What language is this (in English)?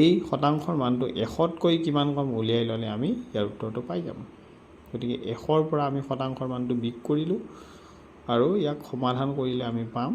Assamese